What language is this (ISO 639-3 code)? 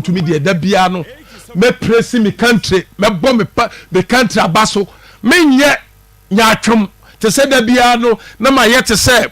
aka